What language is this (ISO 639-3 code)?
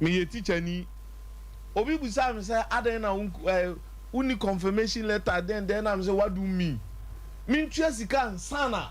aka